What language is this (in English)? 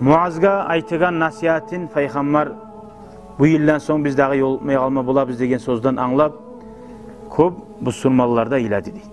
Kumyk